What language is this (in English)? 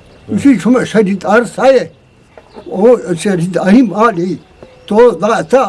Eastern Balochi